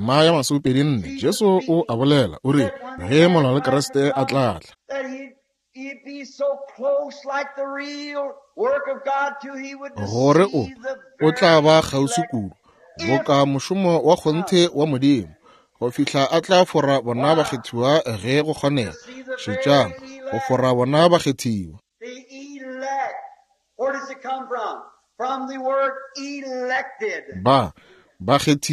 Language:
Northern Sotho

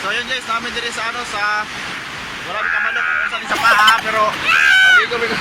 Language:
Cebuano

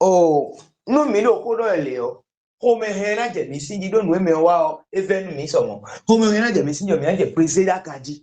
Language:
Fon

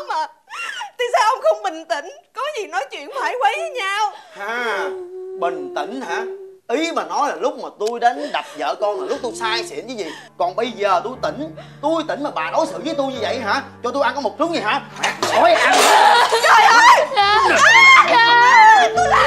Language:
Vietnamese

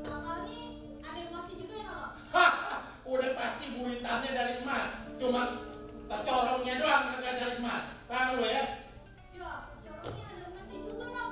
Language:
Betawi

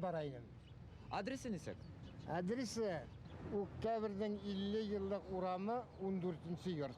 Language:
Bashkir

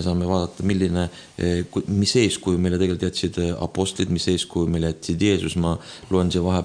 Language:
Estonian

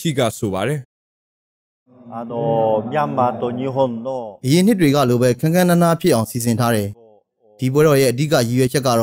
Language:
Burmese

